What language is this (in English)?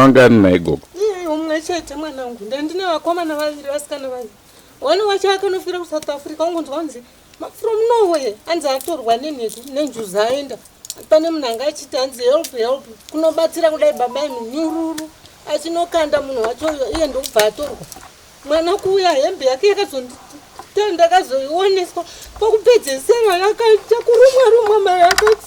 Shona